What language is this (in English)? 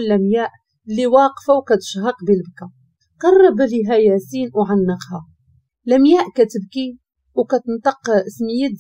Moroccan Arabic